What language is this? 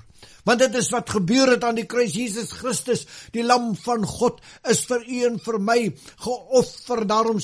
Afrikaans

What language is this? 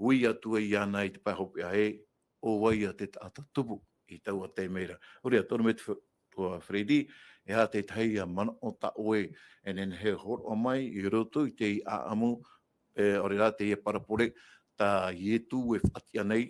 Tahitian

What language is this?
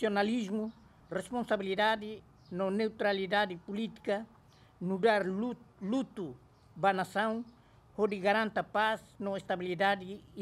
Tetum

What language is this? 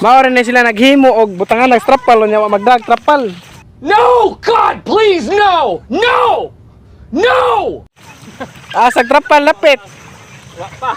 Cebuano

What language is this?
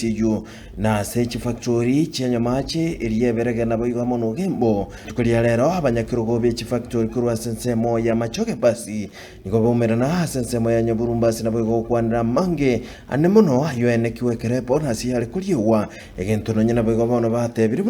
Gusii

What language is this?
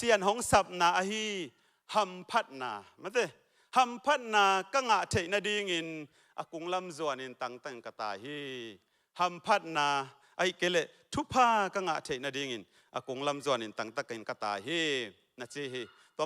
Tedim Chin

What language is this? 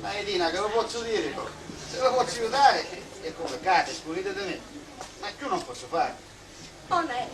Sicilian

